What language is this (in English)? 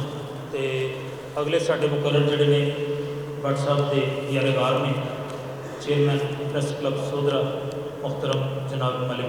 Western Panjabi